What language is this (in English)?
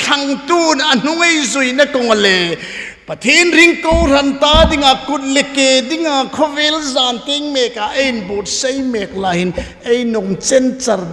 Hmar